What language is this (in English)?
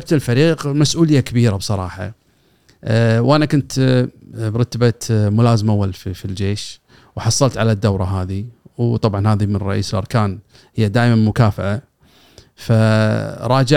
Gulf Arabic